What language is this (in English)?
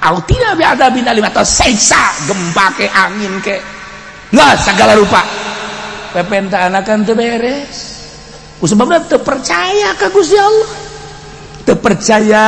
Sundanese